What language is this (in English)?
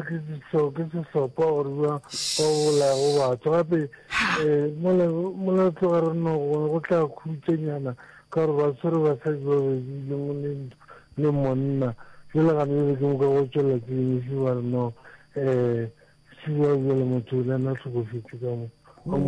Northern Sotho